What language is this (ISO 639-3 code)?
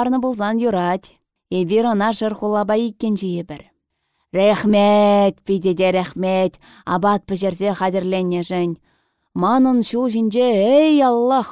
chv